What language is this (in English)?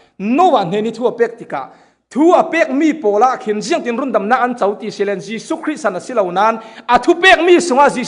Falam Chin